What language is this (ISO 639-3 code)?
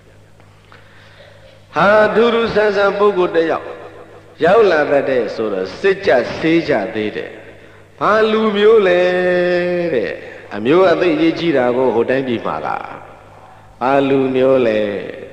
mya